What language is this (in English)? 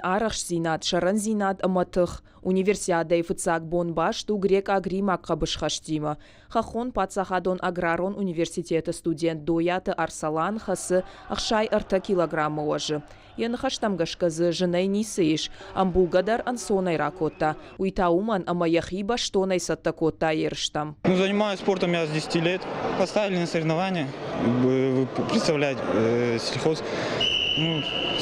Ossetic